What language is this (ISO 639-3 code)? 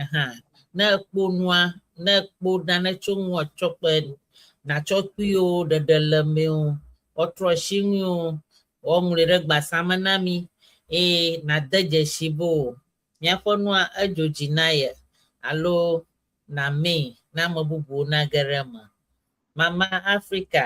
ewe